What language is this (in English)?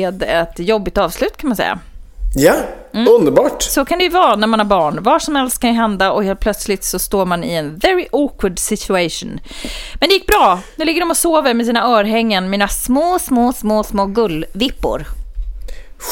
Swedish